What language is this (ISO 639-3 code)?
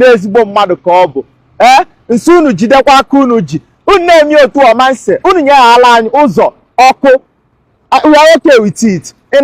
ibo